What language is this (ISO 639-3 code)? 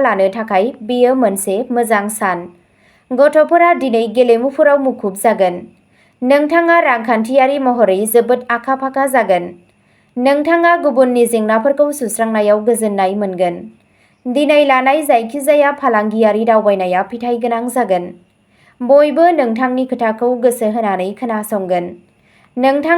brx